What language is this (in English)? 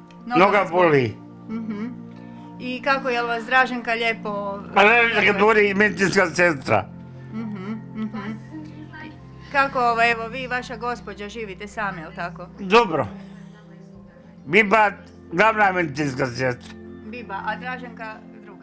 Croatian